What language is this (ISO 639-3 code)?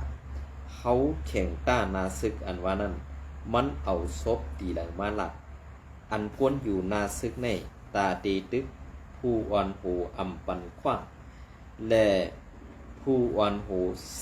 shn